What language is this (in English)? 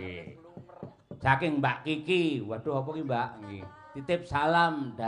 Javanese